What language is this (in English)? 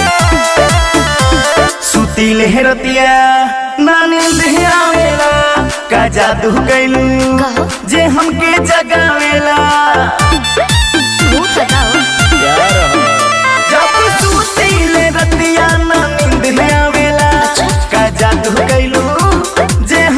Bhojpuri